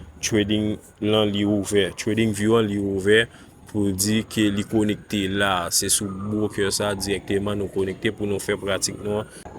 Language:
Haitian Creole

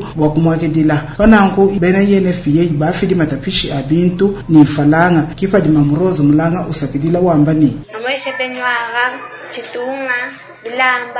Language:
Luba-Lulua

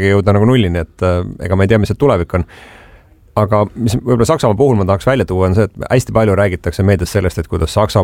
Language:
Estonian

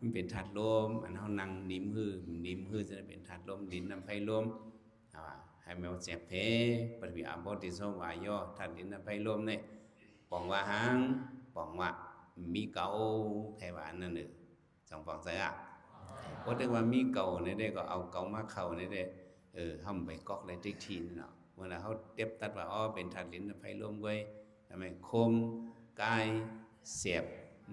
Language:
Shan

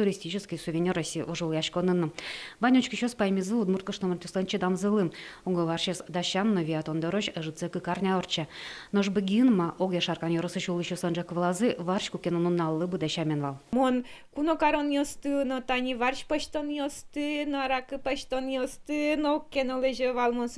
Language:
Udmurt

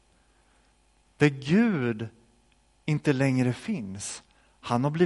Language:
Swedish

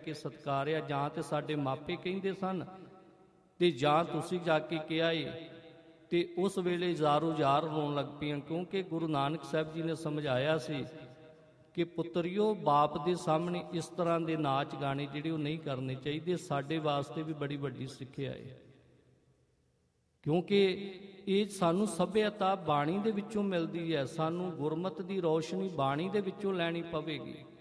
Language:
Punjabi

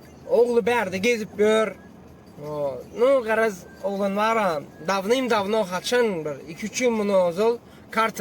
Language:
Turkmen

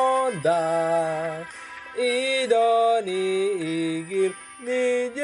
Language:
Batak Toba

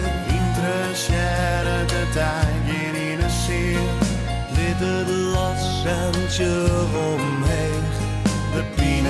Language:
Western Frisian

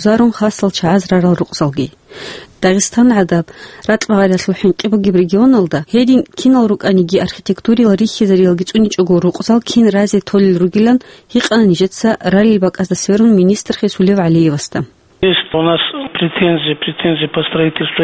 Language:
Avaric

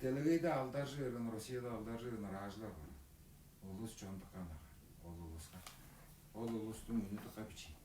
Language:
Tuvinian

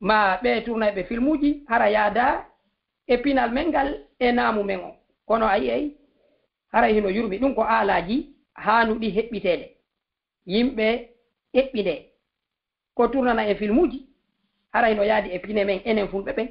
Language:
Fula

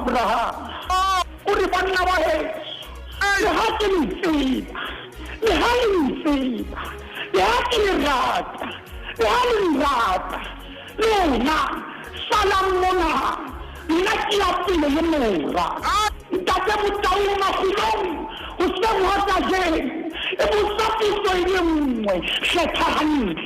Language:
Southern Sotho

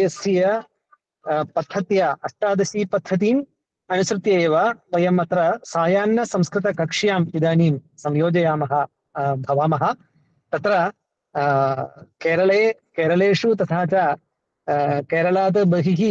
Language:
Sanskrit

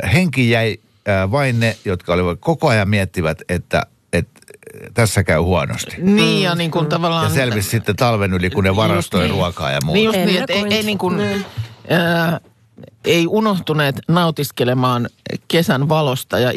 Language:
Finnish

